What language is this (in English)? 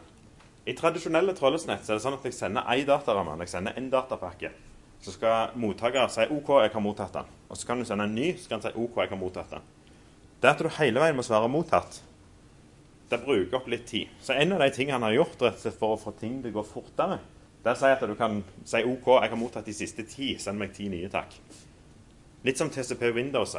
Norwegian